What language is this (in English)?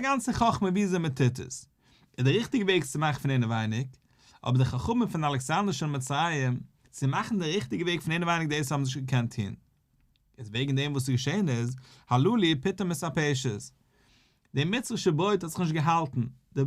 Yiddish